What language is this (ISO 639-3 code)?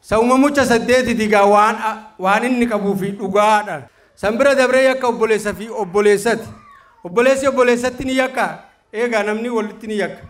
orm